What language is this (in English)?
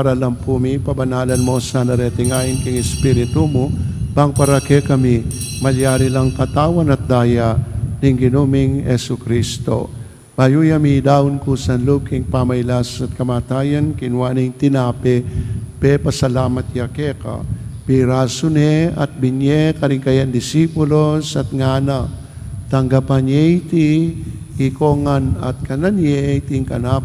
Pampanga